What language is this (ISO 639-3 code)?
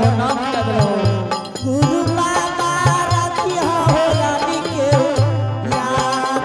anp